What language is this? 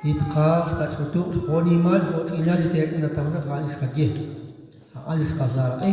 Kekchí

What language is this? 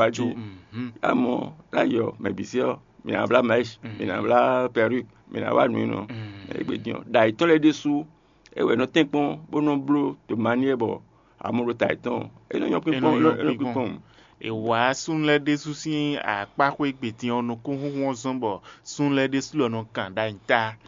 Fon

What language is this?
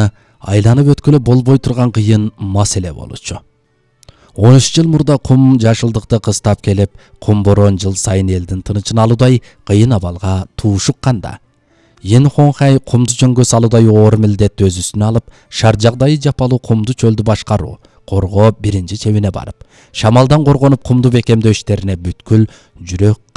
Kyrgyz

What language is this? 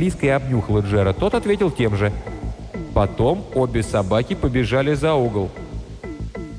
Russian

